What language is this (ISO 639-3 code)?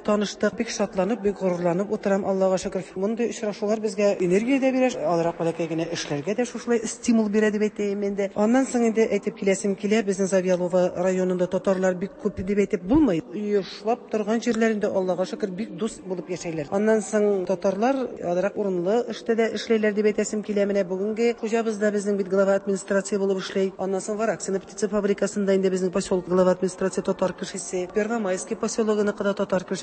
tat